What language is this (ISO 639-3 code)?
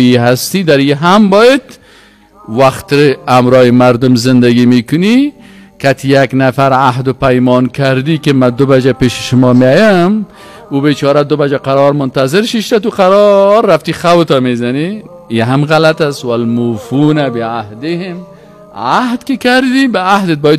fas